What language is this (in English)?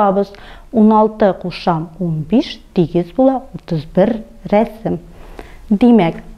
Tatar